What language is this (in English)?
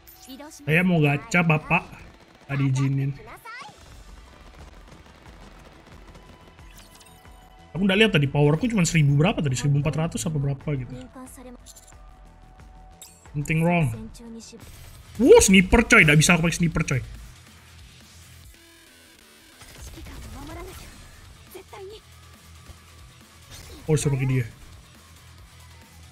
Indonesian